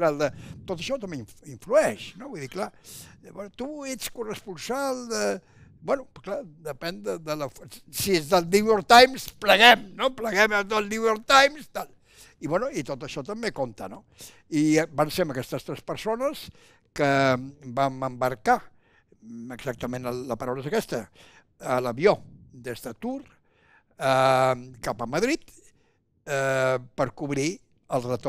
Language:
Catalan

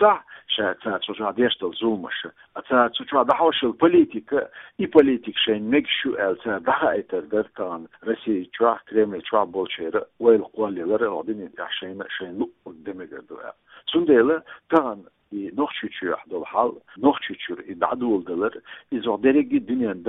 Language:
Chechen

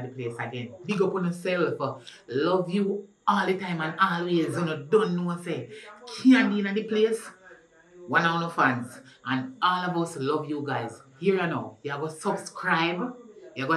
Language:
Jamaican Creole English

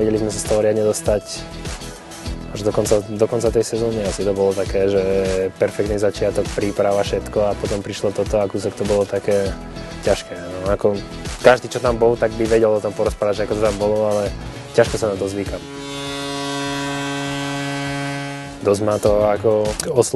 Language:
Slovak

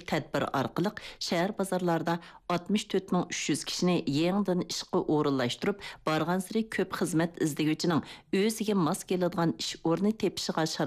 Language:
Uyghur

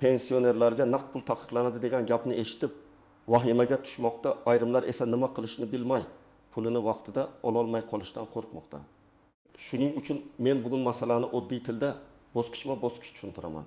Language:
Uzbek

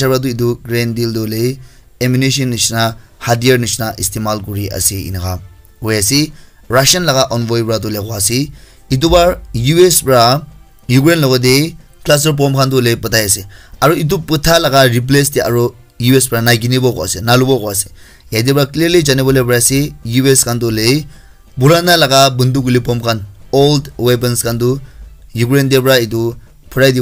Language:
Naga Pidgin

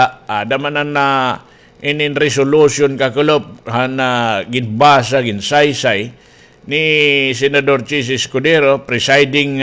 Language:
Waray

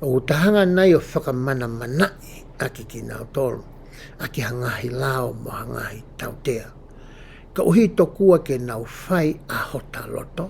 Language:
Tongan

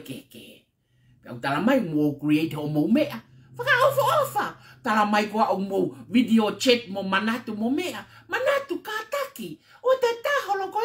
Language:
Tongan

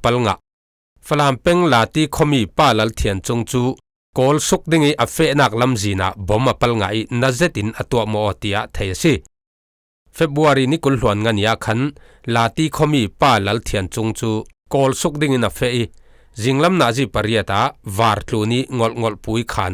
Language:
Falam Chin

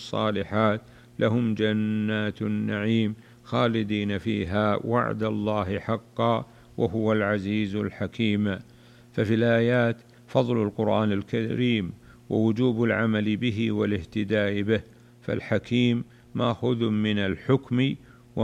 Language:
Arabic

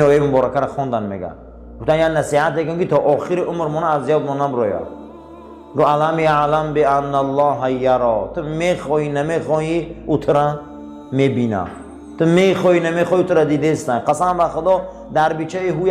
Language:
Tajik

